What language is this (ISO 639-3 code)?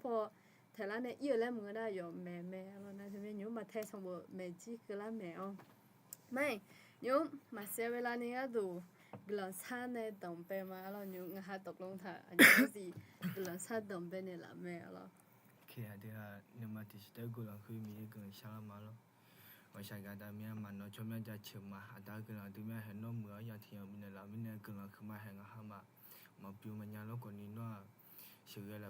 ahk